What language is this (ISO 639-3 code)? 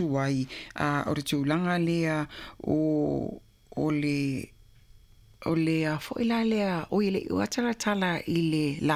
smo